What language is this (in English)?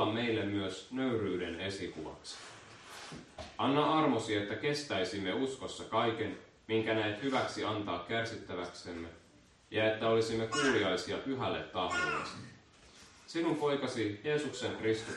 Finnish